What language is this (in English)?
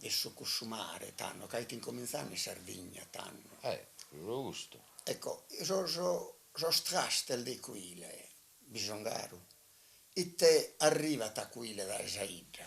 Sardinian